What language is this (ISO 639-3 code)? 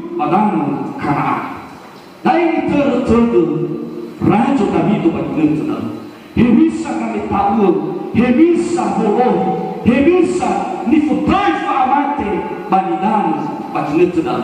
nia